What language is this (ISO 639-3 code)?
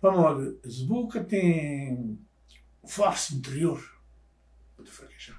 kea